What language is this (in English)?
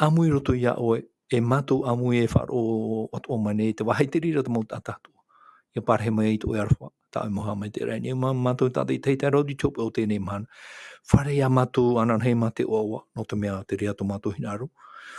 Tahitian